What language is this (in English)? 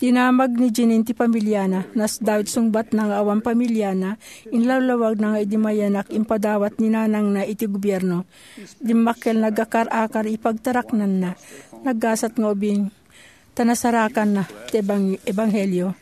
Iloko